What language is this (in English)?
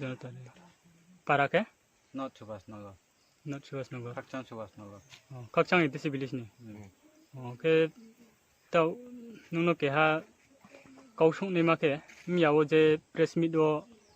Riang (India)